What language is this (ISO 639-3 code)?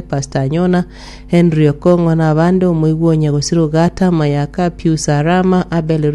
guz